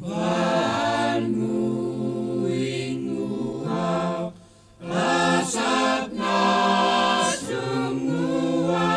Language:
Kalaallisut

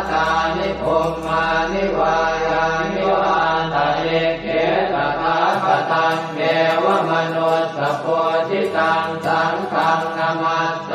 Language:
Pali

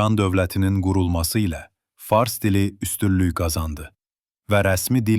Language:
South Azerbaijani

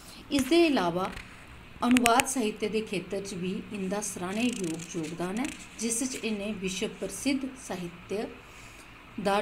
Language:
Dogri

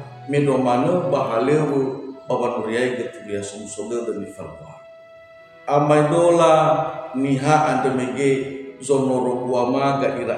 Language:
Nias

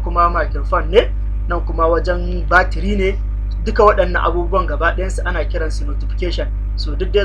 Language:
Hausa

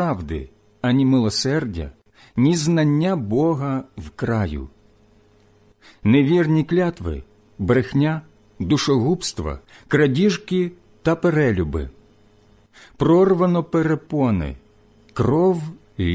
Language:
Ukrainian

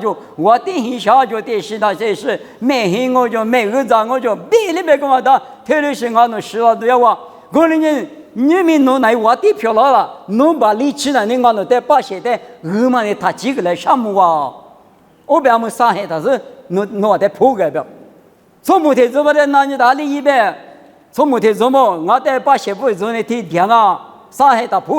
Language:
Lisu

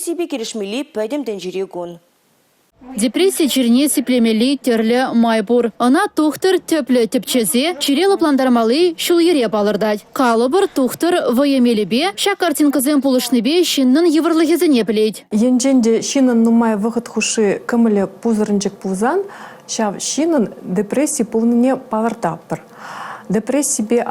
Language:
Chuvash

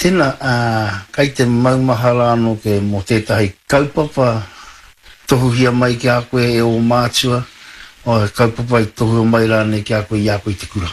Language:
Māori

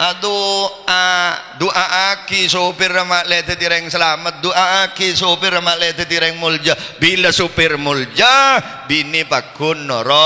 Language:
Madurese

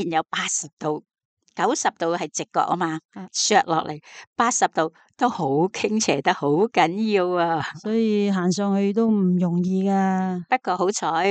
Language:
Cantonese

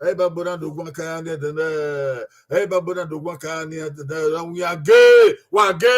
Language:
Bini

